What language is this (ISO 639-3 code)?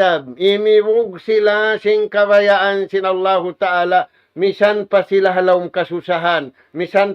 tsg